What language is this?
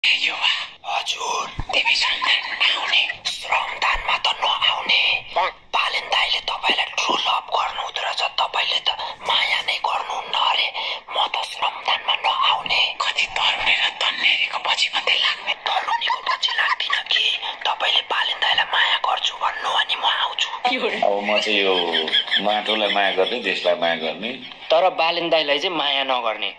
Nepali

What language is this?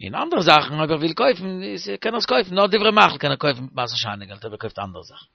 Yiddish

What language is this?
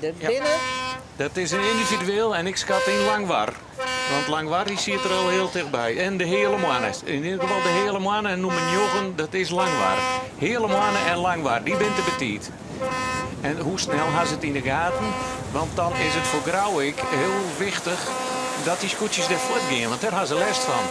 Western Frisian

